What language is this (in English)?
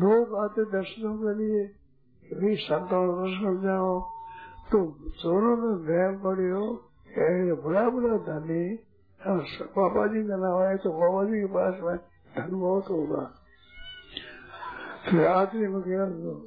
Hindi